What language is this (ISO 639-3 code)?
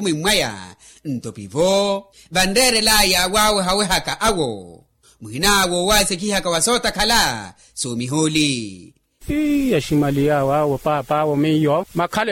vmw